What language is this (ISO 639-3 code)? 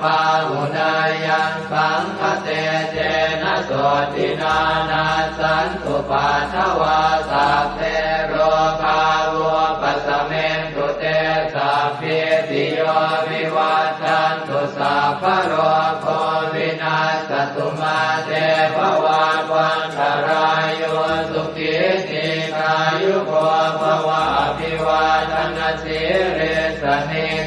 pli